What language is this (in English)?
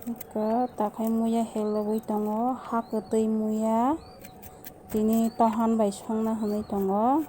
Kok Borok